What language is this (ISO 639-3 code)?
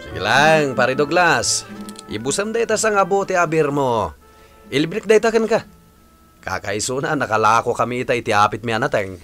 ilo